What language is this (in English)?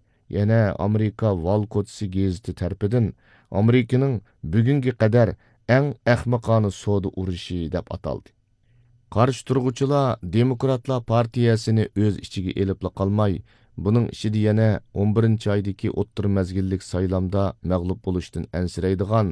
Uyghur